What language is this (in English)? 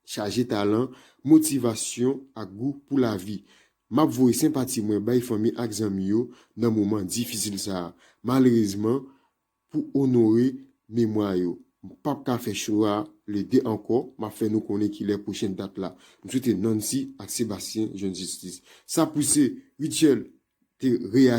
Haitian Creole